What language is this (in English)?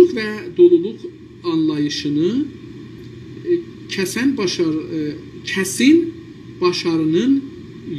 South Azerbaijani